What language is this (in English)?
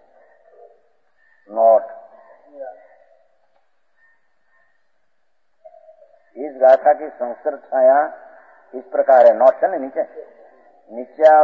Hindi